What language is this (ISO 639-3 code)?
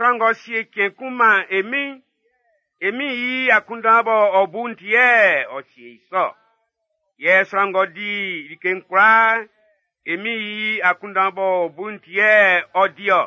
bci